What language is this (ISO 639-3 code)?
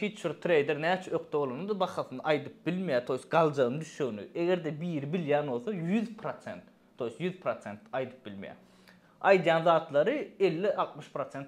tuk